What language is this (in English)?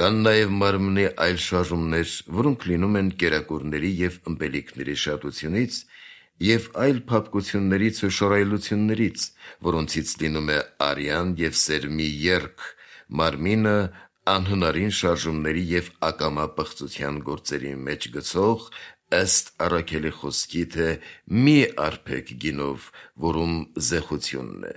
Armenian